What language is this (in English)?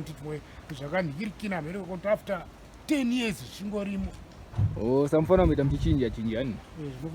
Shona